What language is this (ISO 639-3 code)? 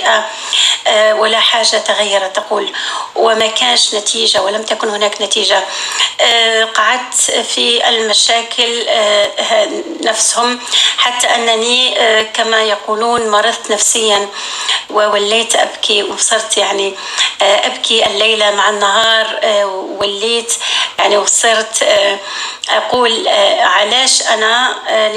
apc